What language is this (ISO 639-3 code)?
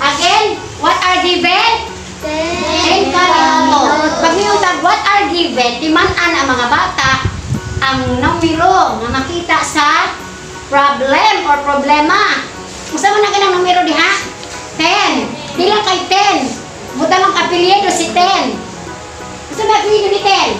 ceb